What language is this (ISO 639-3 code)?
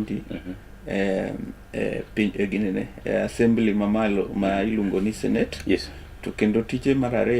luo